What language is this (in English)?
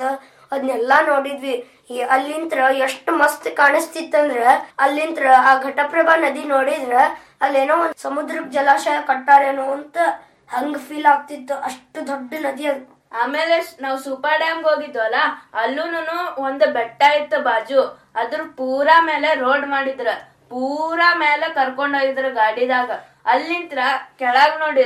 Kannada